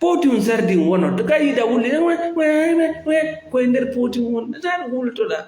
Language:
Fula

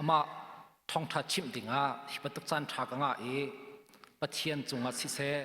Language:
Hakha Chin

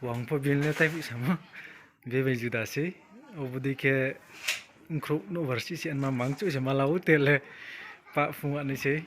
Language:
Riang (India)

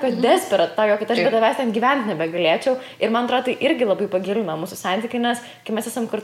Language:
Lithuanian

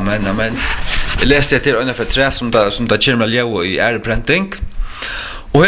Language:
Faroese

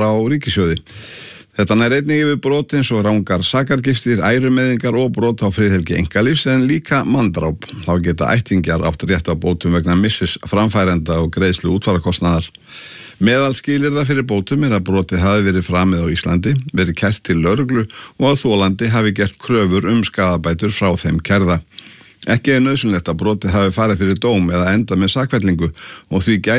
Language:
Icelandic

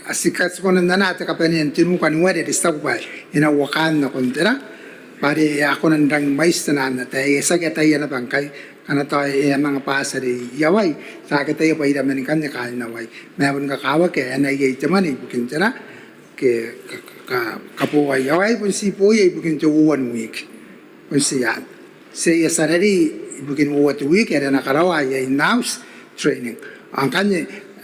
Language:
Gilbertese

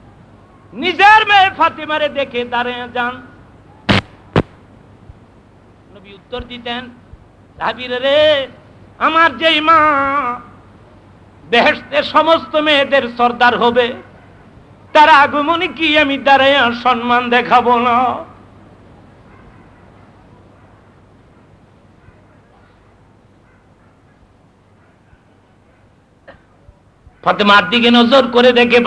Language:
Bangla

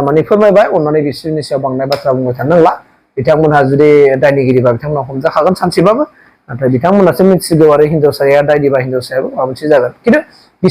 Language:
Bodo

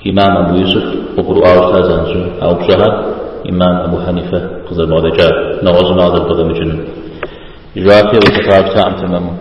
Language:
Kabardian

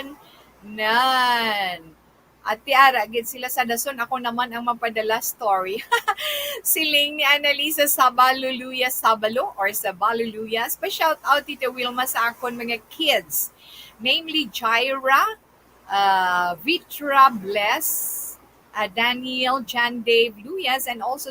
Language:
Hiligaynon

